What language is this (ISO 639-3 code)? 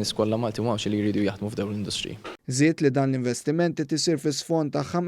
mlt